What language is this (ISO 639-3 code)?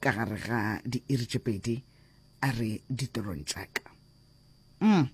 nso